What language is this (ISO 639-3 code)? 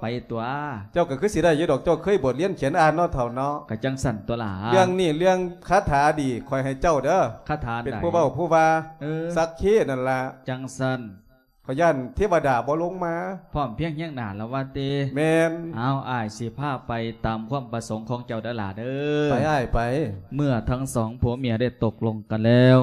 lao